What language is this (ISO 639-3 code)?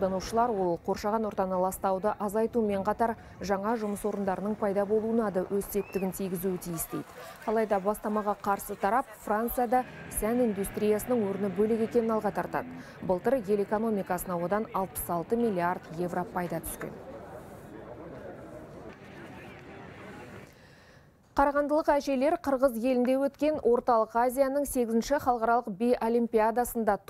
kaz